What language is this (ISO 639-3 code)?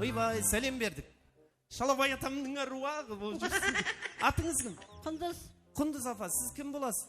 kaa